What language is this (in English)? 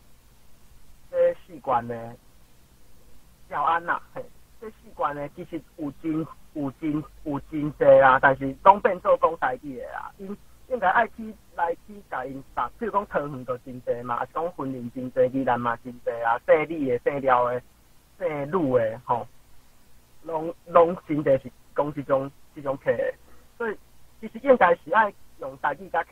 Min Nan Chinese